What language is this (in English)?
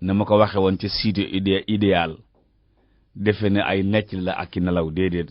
Wolof